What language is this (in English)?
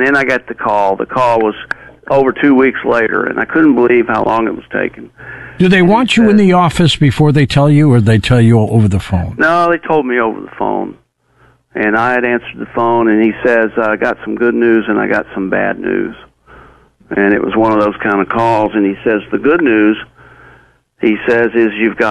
English